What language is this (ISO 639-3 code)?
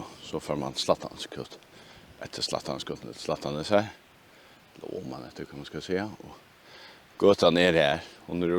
fao